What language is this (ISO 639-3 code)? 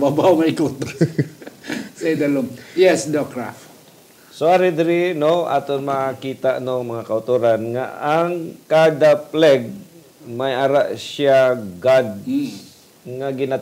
hil